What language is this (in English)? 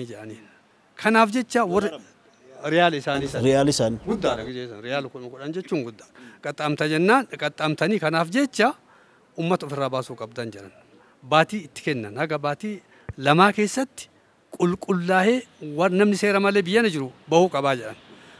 Oromo